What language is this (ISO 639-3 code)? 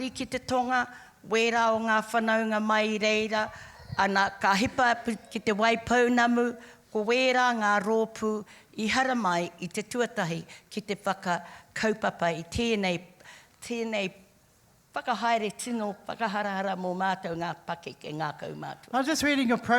mri